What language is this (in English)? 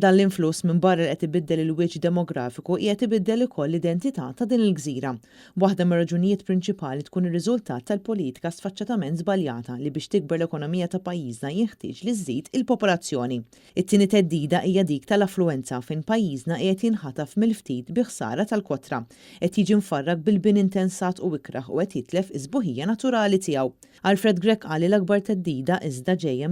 Maltese